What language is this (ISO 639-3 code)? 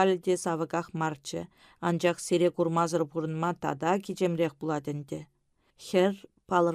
chv